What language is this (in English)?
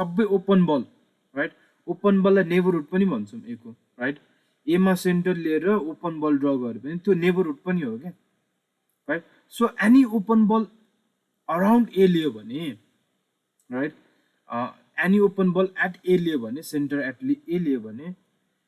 Nepali